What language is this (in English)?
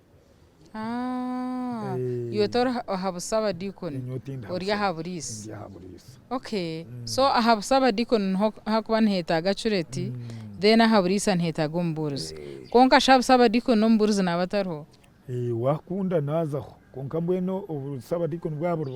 Nyankole